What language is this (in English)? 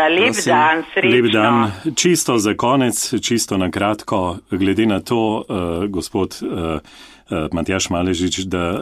Slovenian